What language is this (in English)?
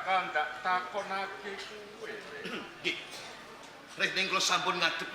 Javanese